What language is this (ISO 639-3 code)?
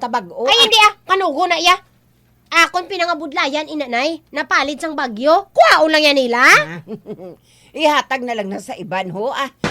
hil